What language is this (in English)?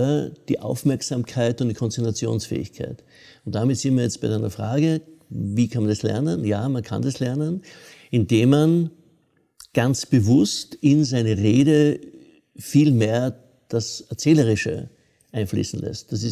German